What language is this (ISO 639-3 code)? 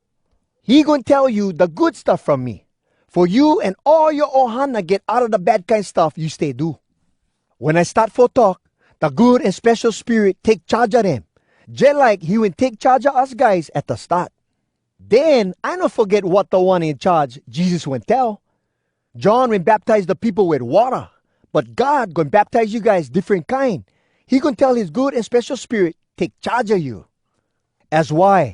hwc